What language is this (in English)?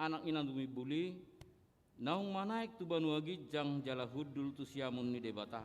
Batak Toba